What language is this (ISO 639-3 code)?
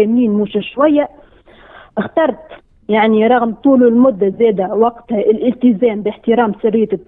aeb